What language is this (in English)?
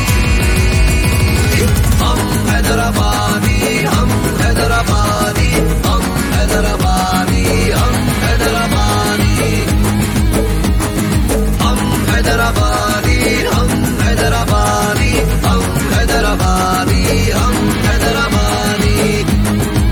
Telugu